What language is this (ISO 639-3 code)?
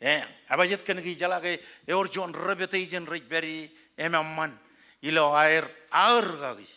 mah